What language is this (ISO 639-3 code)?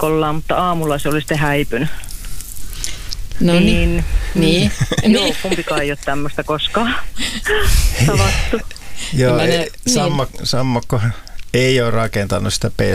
fin